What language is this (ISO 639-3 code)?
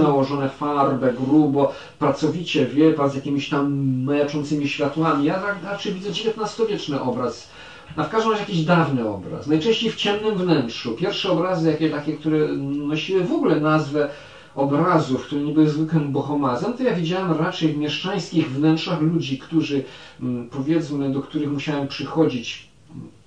pol